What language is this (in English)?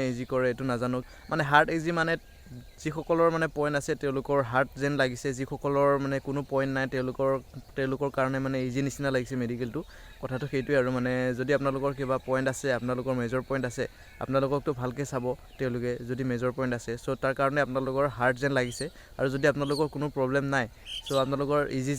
Assamese